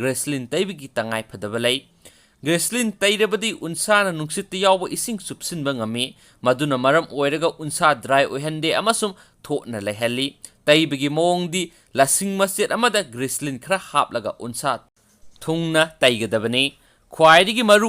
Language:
Manipuri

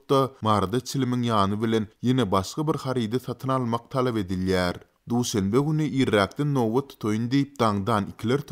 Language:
Turkmen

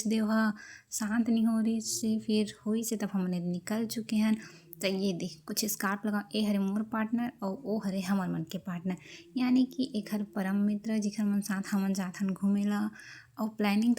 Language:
Chhattisgarhi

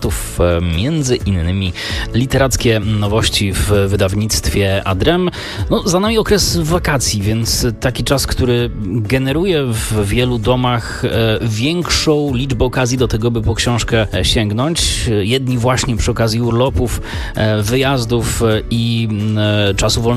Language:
Polish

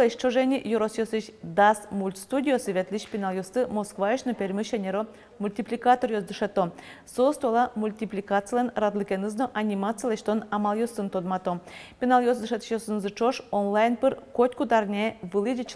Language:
Udmurt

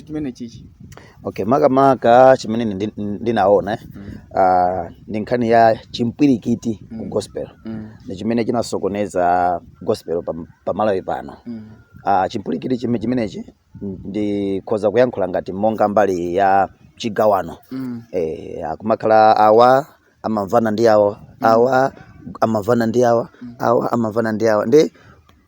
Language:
Nyanja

